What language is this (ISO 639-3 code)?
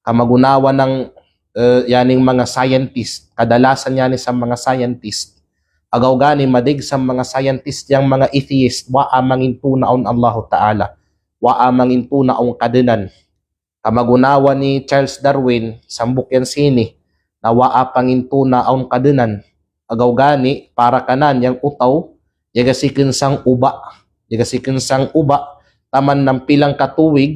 kqe